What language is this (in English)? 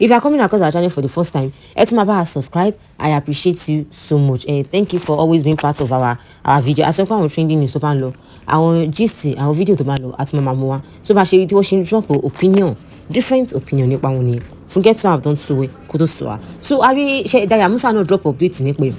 Yoruba